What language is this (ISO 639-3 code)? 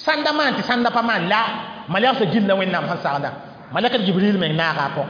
mos